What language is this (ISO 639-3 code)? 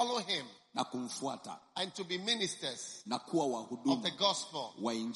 swa